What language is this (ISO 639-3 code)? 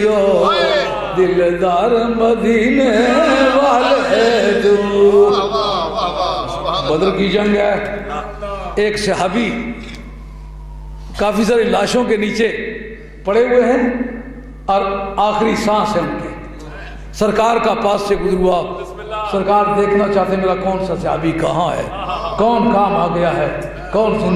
urd